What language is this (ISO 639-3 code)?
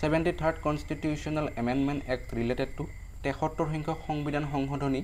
asm